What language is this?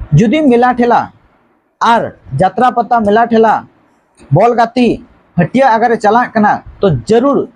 Santali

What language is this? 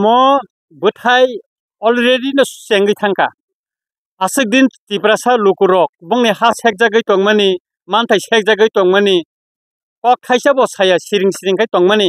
Kok Borok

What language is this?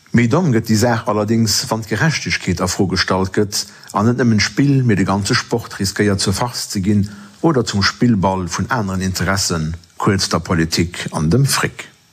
Luxembourgish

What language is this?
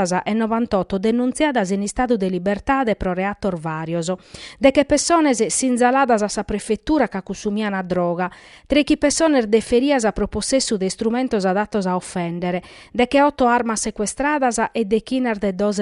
Sardinian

